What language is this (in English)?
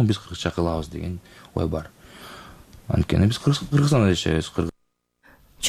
Kyrgyz